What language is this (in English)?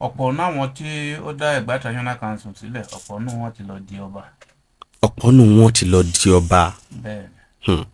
Yoruba